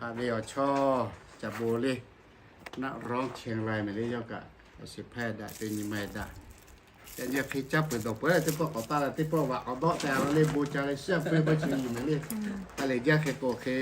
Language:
Lahu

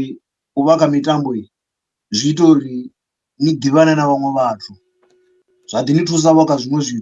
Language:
Venda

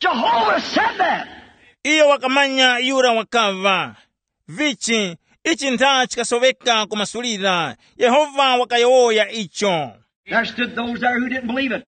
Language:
Tumbuka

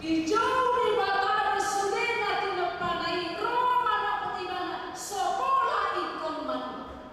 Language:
Batak Toba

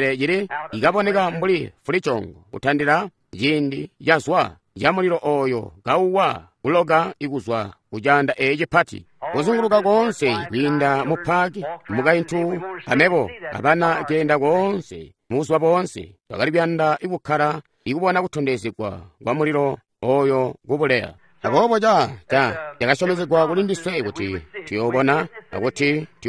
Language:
Tonga (Zambia)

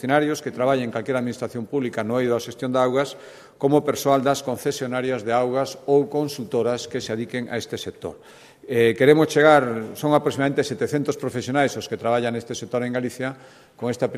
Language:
Galician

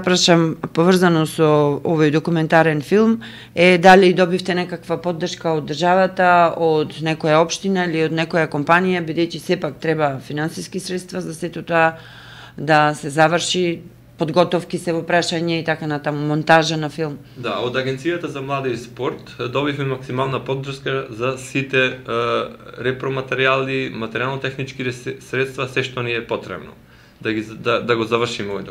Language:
Macedonian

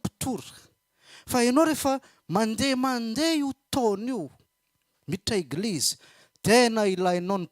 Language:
Malagasy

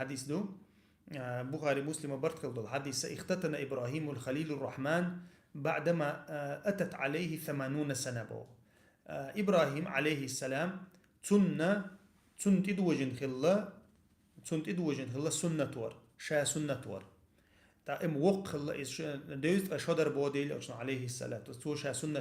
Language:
Chechen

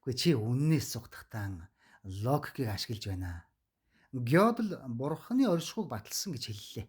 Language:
Mongolian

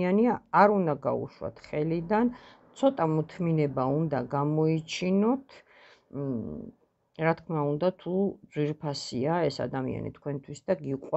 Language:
Georgian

